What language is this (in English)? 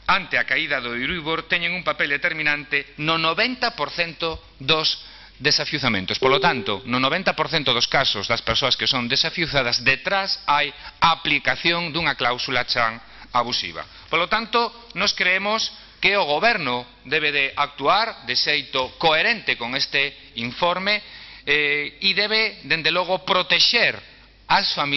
Galician